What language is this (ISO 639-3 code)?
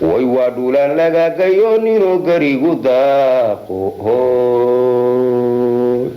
som